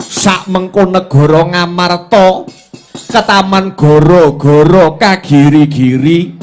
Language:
Javanese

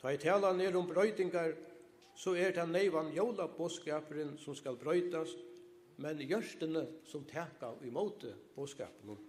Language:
Faroese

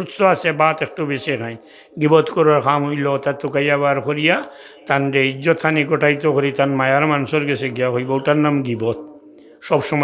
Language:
Sylheti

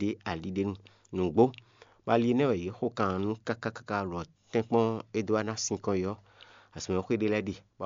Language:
Fon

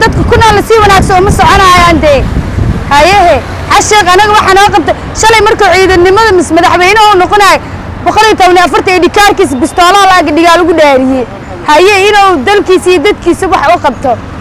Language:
Somali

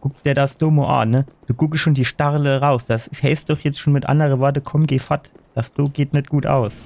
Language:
Palatine German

